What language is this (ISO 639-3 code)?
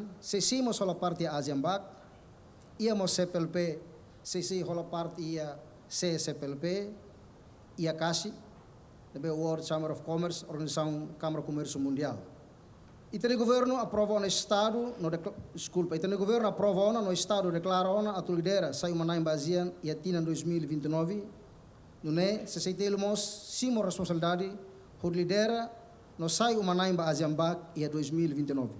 tet